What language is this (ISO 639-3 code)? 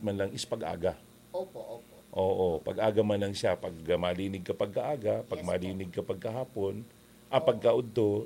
bik